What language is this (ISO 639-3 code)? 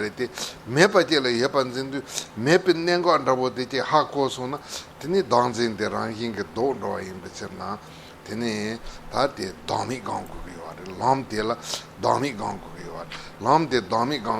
bod